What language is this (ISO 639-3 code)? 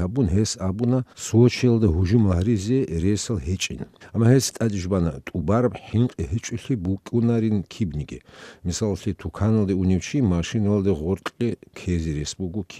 ava